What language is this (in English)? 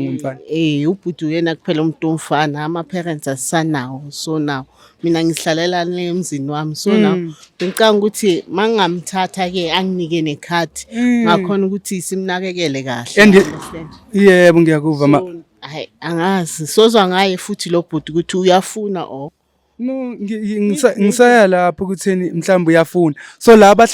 Zulu